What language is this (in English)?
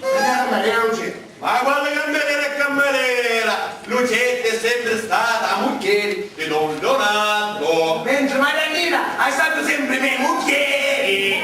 Sicilian